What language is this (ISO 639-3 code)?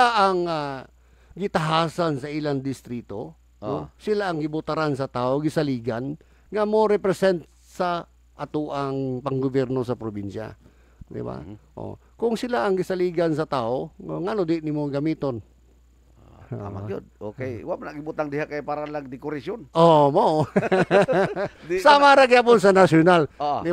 ceb